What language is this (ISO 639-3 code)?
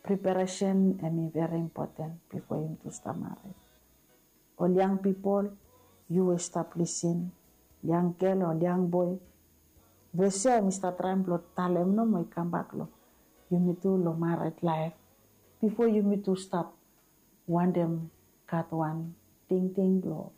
bis